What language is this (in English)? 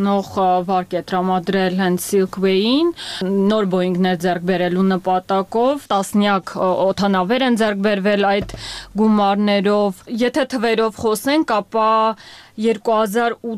Armenian